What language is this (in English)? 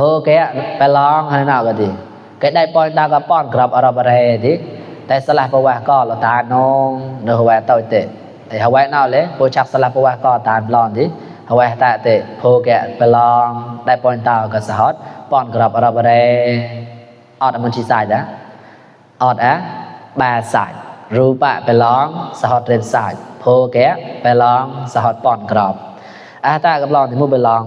Mon